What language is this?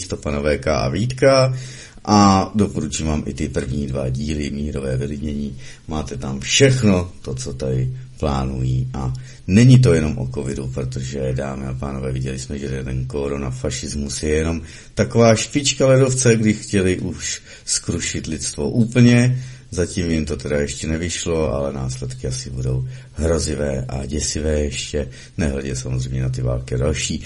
Czech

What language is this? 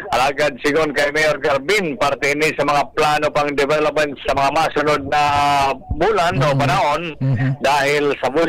Bikol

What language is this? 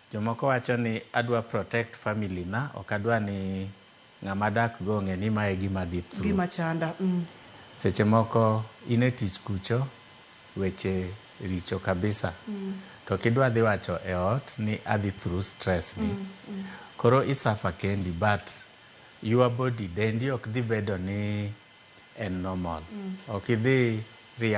Luo (Kenya and Tanzania)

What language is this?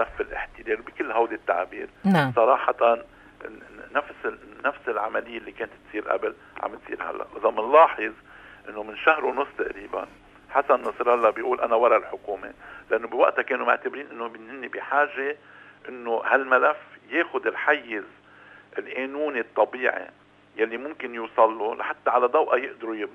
North Levantine Arabic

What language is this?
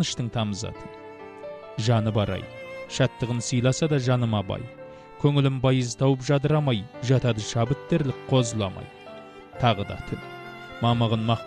Kazakh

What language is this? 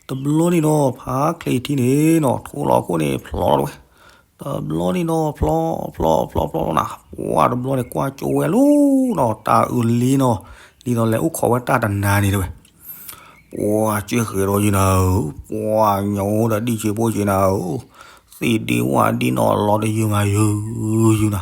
S'gaw Karen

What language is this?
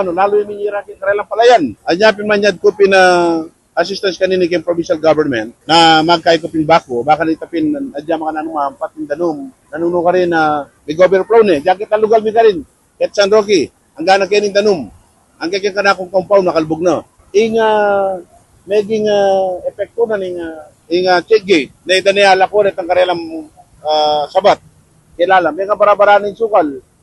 Pampanga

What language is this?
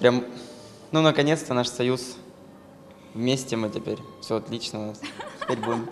Crimean Tatar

